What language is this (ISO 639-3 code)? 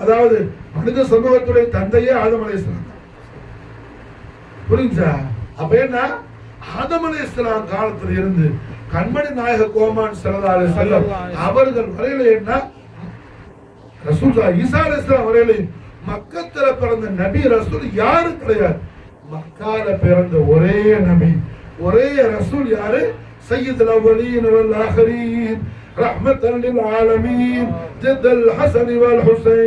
tam